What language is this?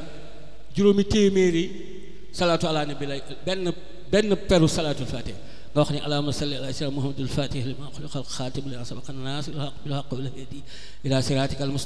Wolof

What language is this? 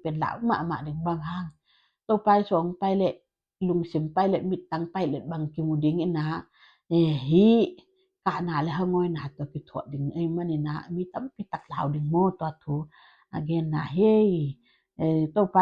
Tedim Chin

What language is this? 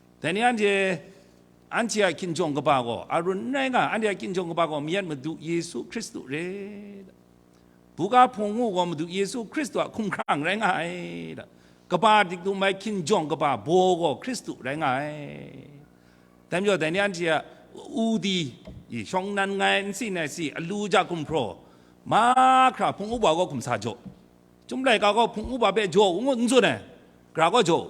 Kachin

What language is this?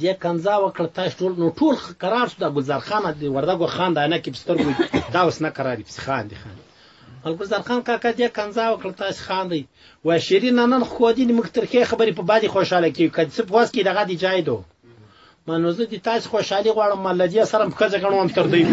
Pashto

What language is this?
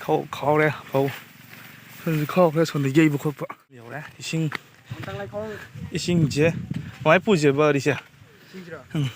Manipuri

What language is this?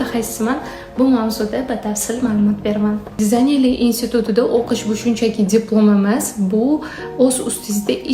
Uzbek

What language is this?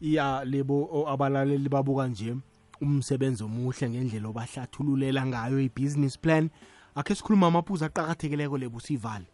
South Ndebele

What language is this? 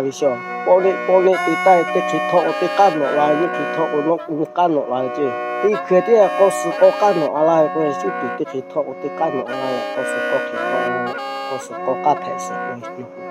Lahu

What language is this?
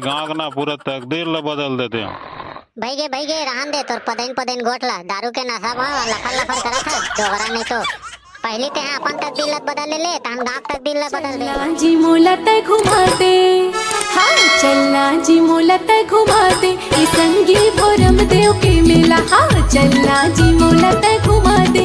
Chhattisgarhi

